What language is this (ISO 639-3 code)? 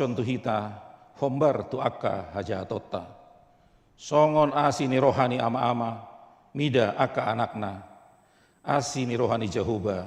bbc